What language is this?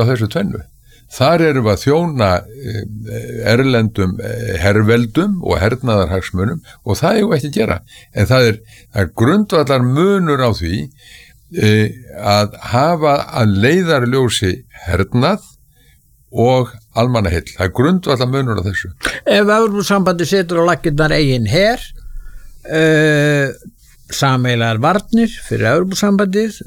Icelandic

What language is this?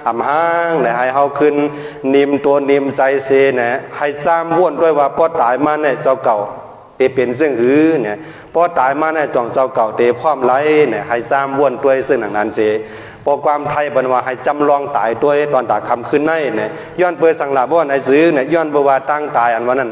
Shan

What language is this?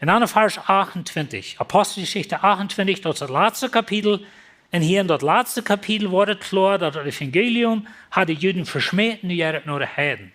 Plautdietsch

